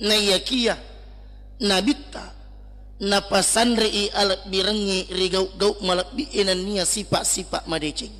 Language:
Buginese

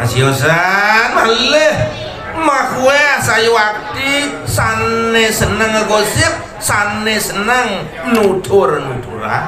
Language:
Balinese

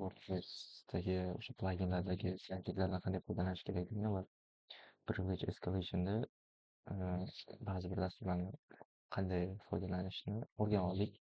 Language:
Uzbek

